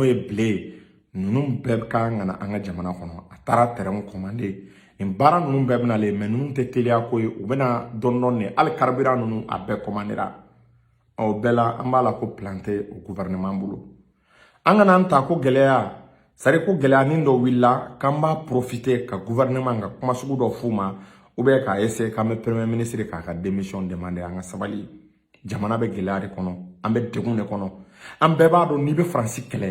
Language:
Bambara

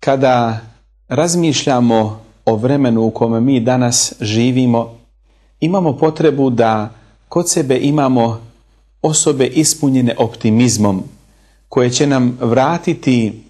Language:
Bosnian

